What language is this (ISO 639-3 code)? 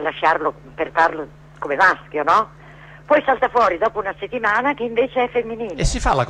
ita